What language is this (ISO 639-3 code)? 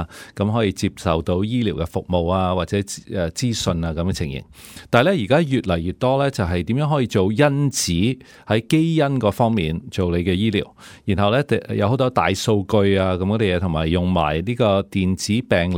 yue